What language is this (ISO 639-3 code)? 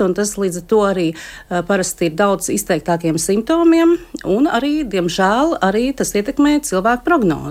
lav